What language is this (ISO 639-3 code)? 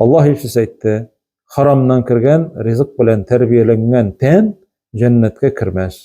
tat